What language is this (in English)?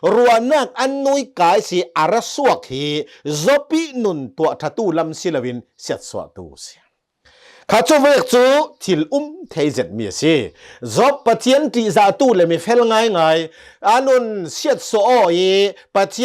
Hakha Chin